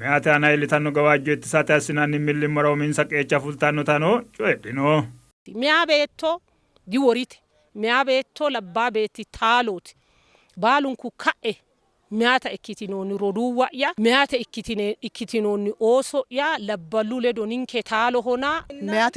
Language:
Sidamo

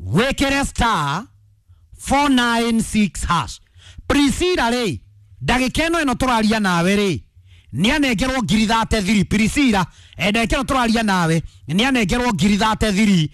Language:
Kikuyu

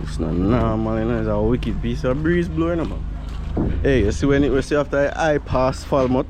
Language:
Jamaican Creole English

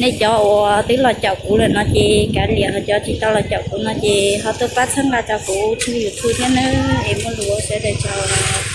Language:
Hmong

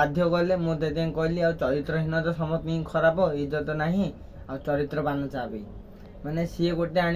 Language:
Odia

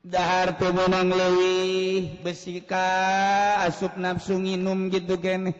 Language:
Sundanese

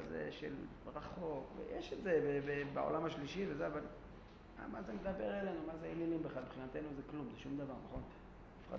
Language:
Hebrew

